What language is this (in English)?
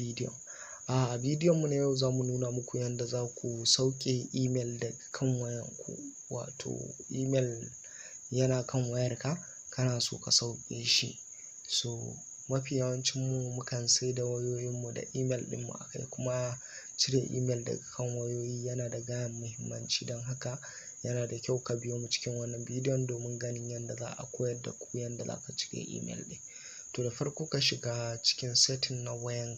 Hausa